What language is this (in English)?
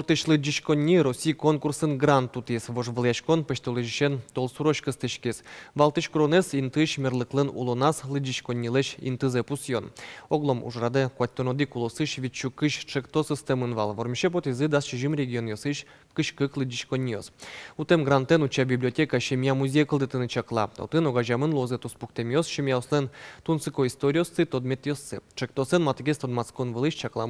Udmurt